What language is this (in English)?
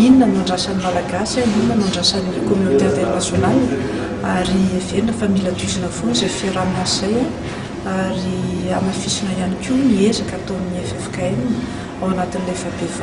Malagasy